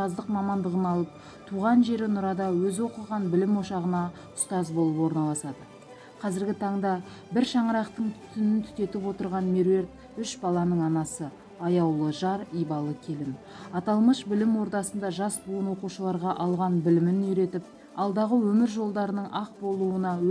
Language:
Kazakh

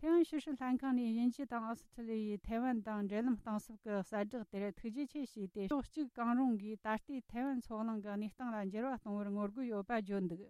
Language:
Tibetan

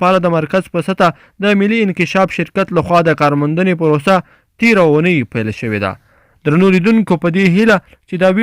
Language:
Pashto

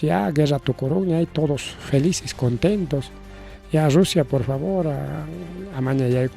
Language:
Ayacucho Quechua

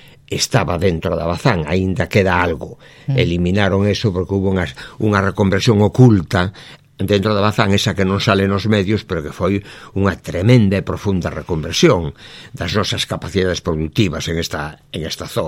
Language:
Galician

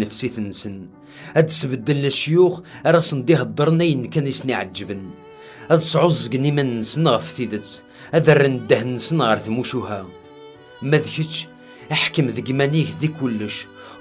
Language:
Kabyle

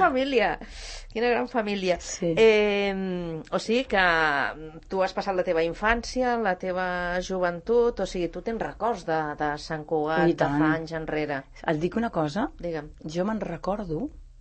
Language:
Catalan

